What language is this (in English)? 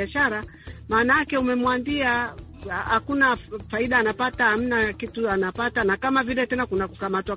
Swahili